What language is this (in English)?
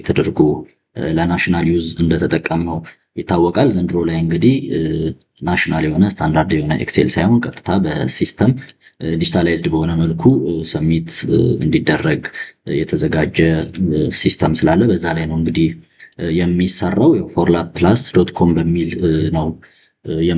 Amharic